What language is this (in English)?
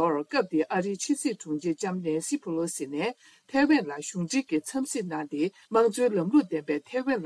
Tibetan